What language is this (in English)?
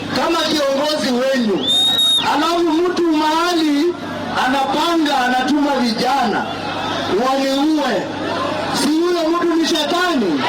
Kamba